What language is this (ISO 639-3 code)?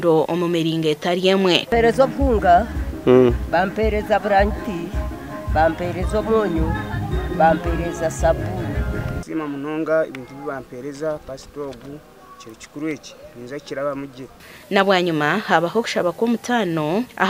nyn